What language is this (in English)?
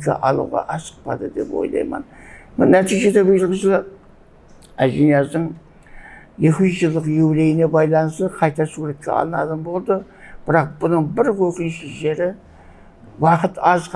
Kara-Kalpak